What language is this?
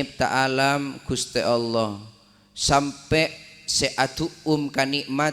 Madurese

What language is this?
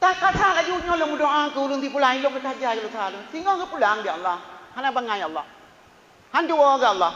Achinese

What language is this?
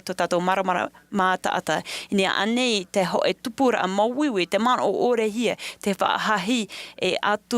Tahitian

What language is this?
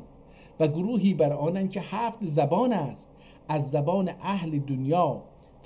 South Azerbaijani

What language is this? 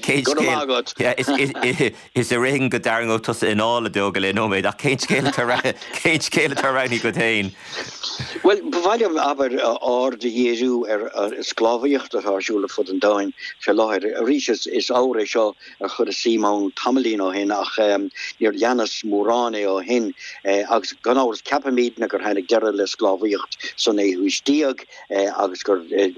Irish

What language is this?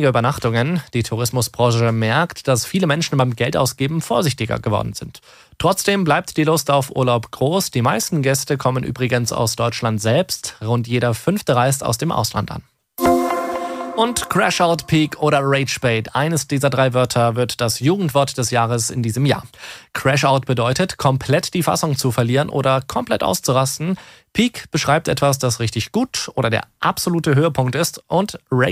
German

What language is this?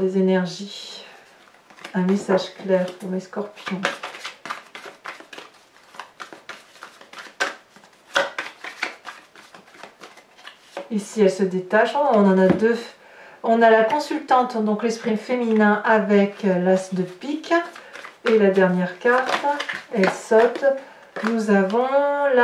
French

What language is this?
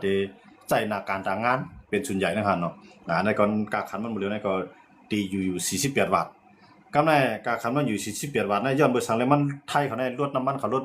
Shan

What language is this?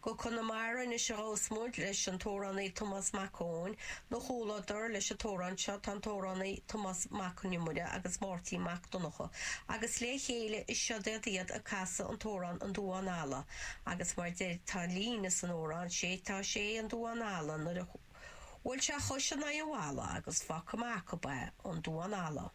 Irish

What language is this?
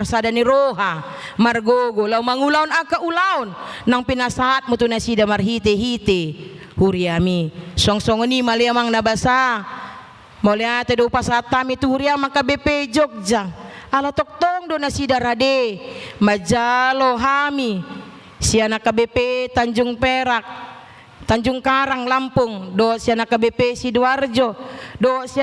Batak Toba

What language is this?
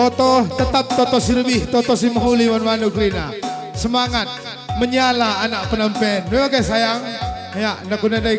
Batak Karo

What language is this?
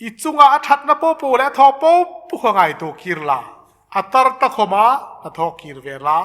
Hmar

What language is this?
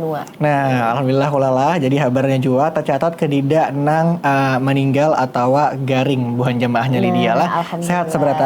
Banjar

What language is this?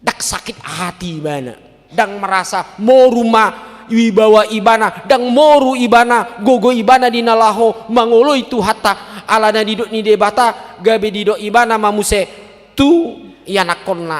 Batak Toba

